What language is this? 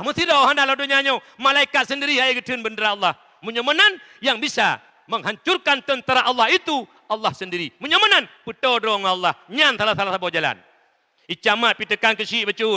Achinese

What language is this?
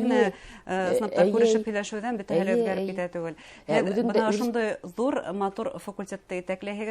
Bashkir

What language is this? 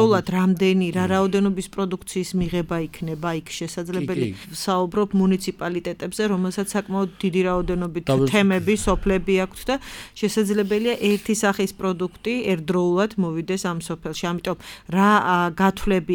Georgian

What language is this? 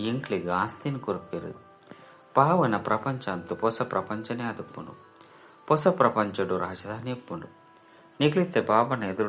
Tulu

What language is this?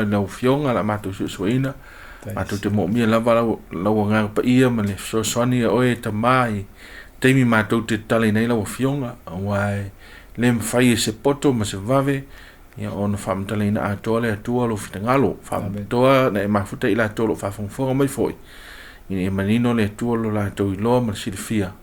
Samoan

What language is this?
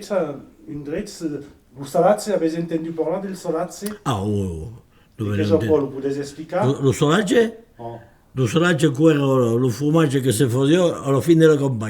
Occitan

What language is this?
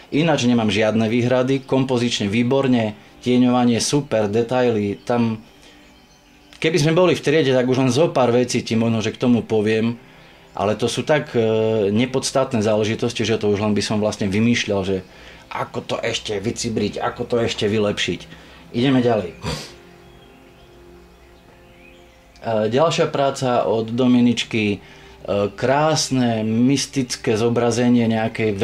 Slovak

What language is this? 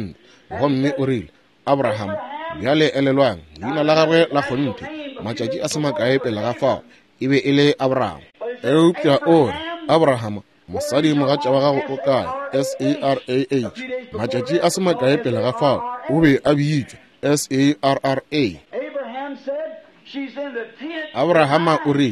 Northern Sotho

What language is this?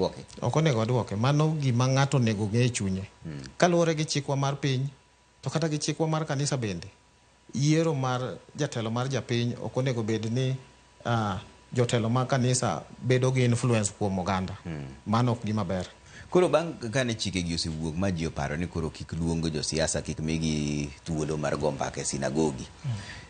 Luo (Kenya and Tanzania)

